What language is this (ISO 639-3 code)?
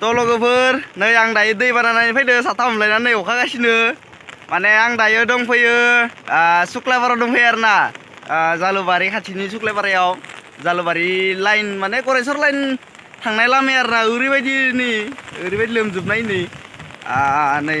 brx